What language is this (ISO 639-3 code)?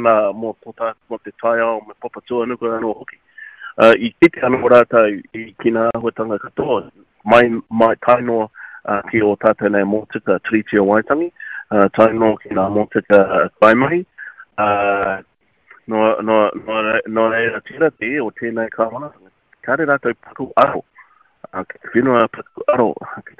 mri